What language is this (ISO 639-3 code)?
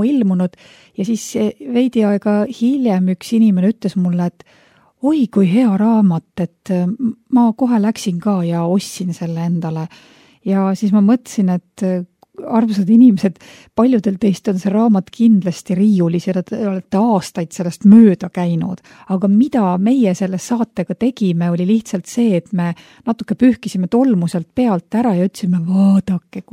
est